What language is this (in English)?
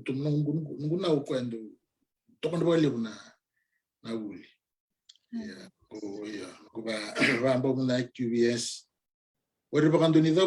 Fijian